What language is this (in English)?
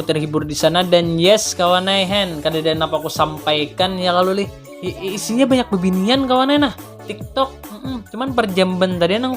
Banjar